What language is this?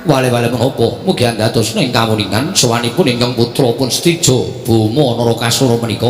Javanese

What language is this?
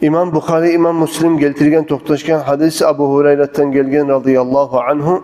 Kumyk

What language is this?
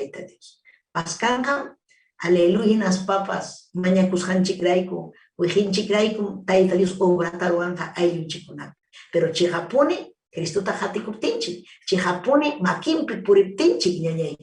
Ayacucho Quechua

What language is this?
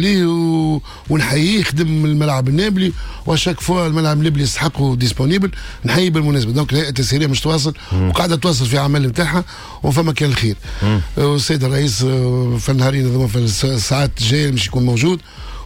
Tunisian Arabic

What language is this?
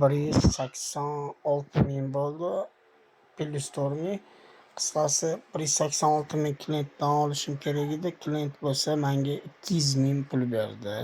Uzbek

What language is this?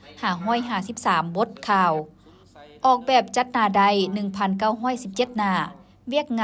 Lao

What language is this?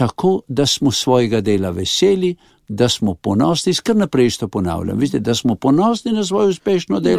Slovenian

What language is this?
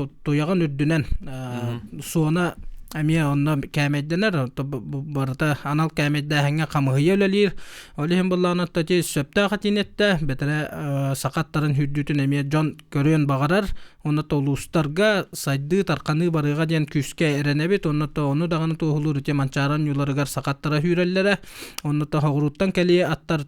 Yakut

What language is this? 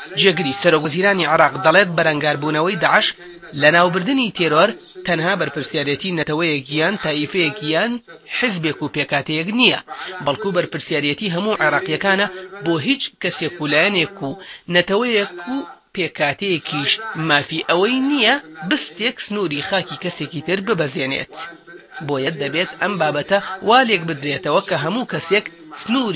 Central Kurdish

